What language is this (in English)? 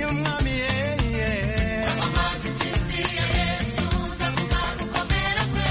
Kinyarwanda